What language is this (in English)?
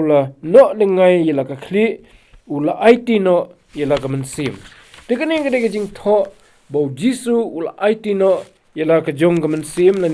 Khasi